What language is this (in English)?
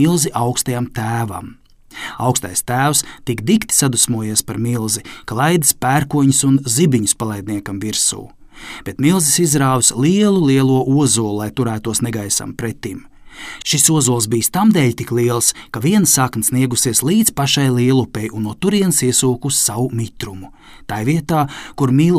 Latvian